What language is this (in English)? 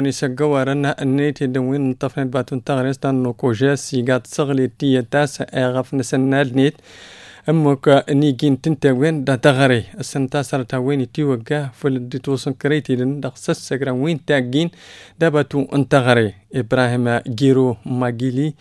Tamasheq